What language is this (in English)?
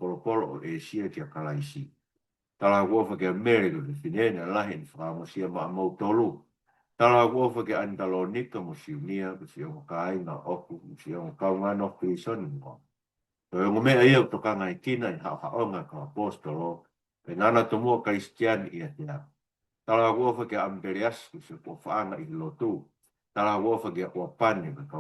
Tongan